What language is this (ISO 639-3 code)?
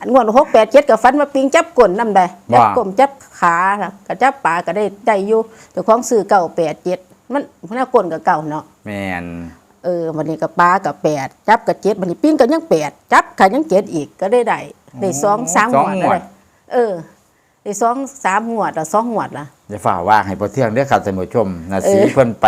tts